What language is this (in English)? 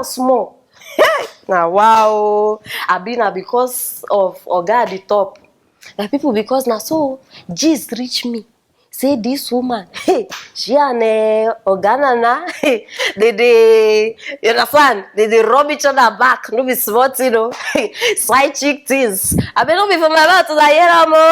Nigerian Pidgin